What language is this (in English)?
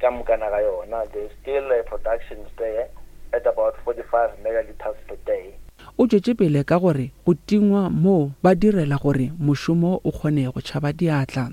Northern Sotho